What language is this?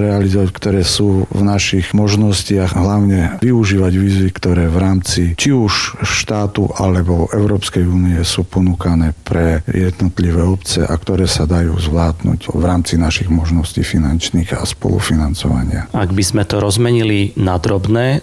Slovak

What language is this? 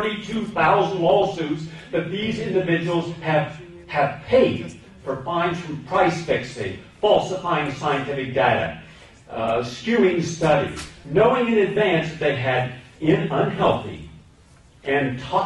English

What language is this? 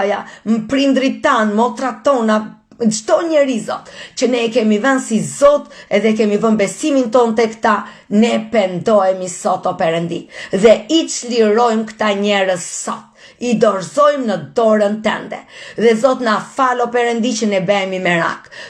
Albanian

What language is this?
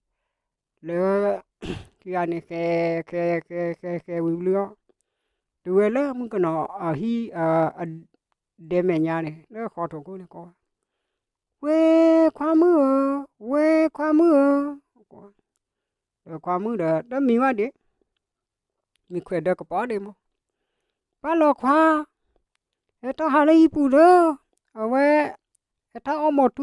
S'gaw Karen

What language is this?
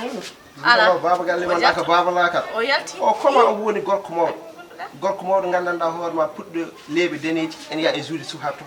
Fula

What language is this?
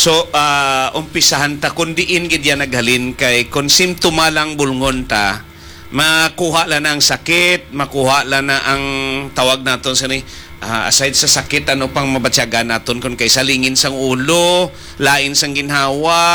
Hiligaynon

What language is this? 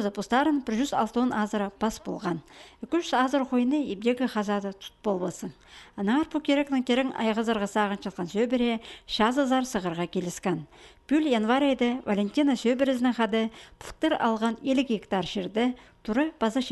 Khakas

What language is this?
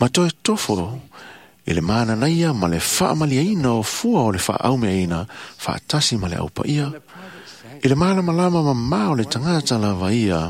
Samoan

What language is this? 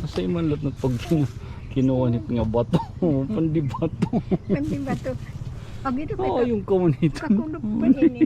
Waray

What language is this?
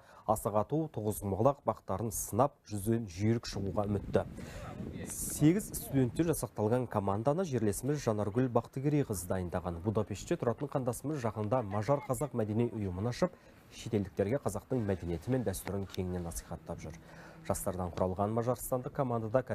Kazakh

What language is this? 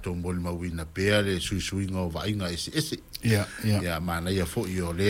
Samoan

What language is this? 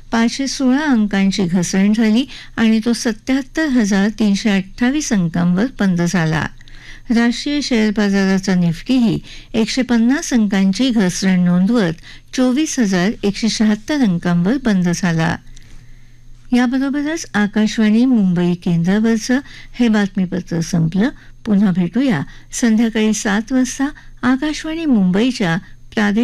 Marathi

